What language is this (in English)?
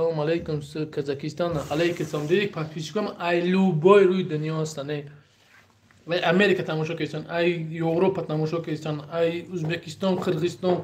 Tajik